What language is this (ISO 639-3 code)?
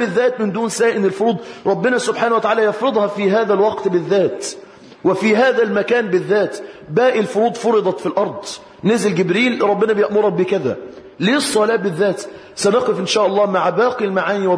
ara